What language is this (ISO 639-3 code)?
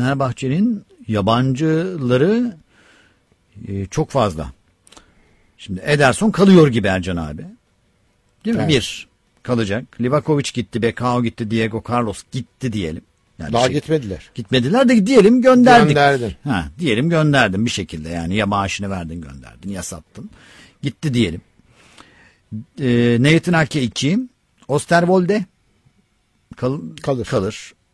tur